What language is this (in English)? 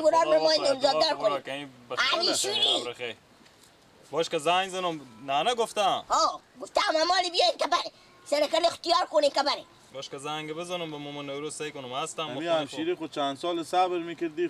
Persian